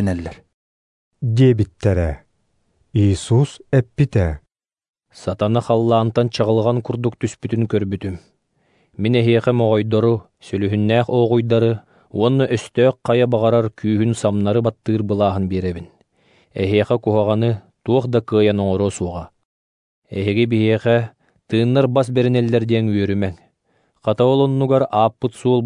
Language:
Yakut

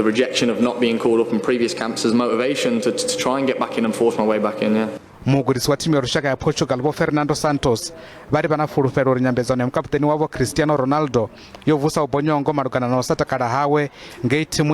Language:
Venda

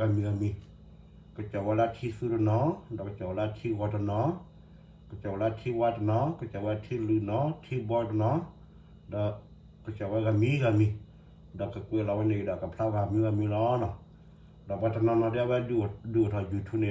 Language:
S'gaw Karen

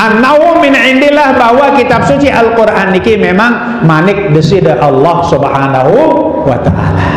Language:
Sasak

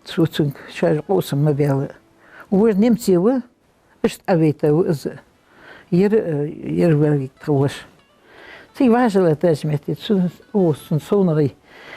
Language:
Ingush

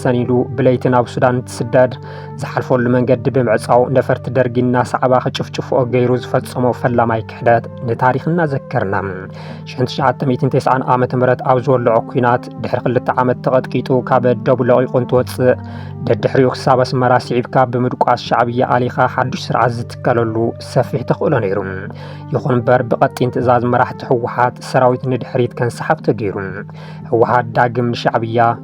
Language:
Tigrinya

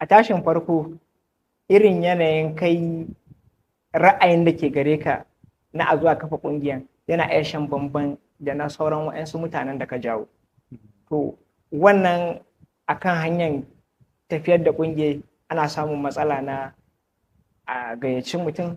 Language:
Hausa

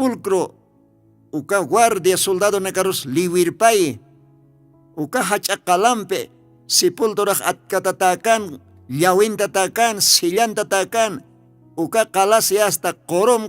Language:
Aymara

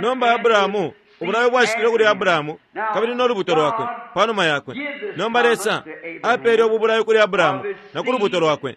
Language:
Bemba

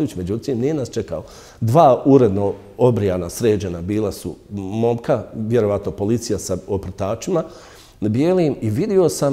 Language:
Bosnian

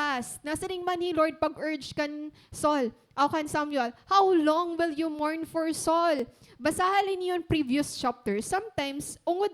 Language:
Waray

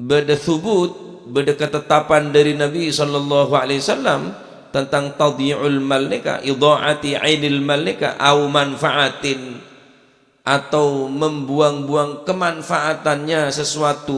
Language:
Madurese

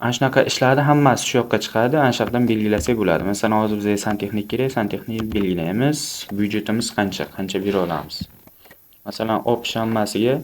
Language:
Uzbek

